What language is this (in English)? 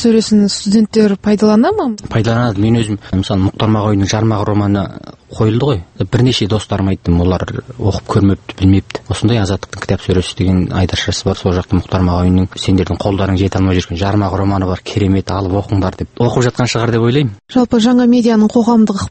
Kazakh